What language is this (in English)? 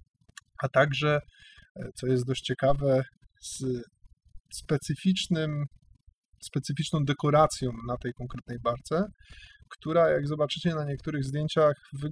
Polish